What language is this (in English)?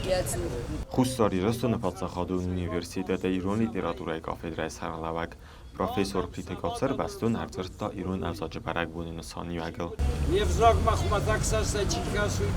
Ossetic